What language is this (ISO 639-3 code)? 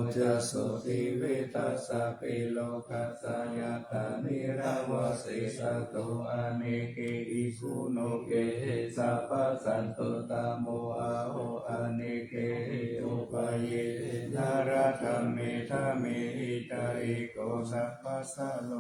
pli